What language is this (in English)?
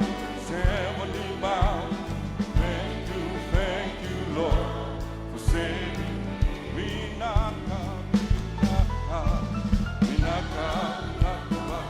Fijian